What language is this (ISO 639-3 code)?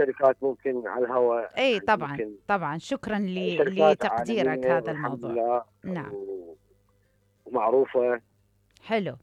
acm